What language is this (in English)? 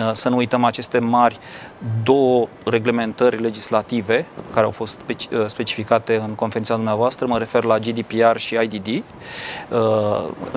Romanian